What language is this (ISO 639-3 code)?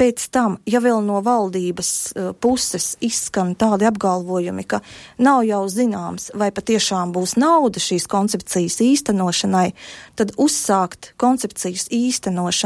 lav